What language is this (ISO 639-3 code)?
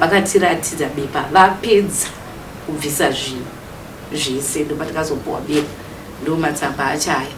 sna